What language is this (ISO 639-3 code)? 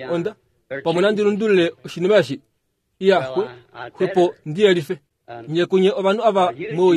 kua